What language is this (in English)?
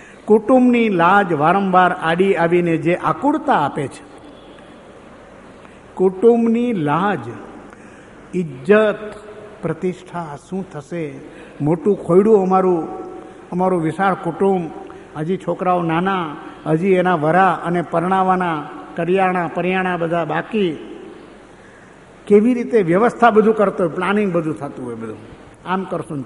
Gujarati